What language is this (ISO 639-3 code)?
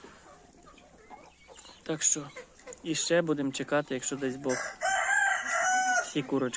ukr